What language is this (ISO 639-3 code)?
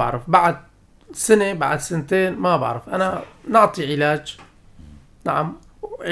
apc